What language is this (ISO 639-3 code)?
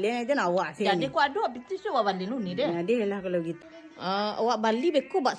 min